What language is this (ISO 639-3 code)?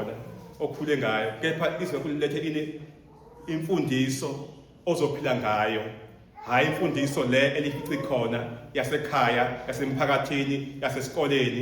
zul